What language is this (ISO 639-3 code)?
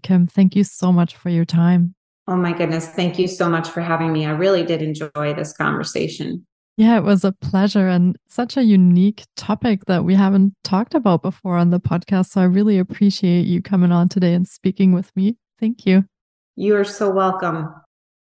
eng